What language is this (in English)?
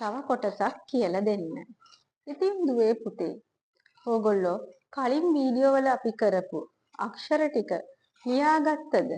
Sinhala